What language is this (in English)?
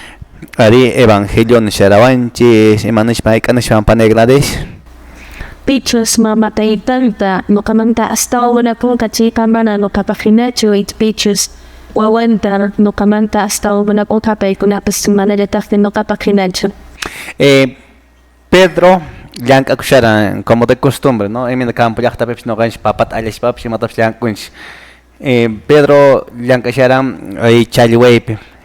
Quechua